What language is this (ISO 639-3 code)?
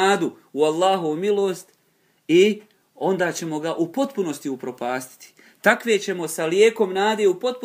bos